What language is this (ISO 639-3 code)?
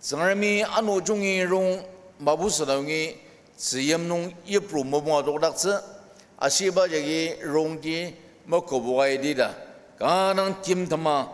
njo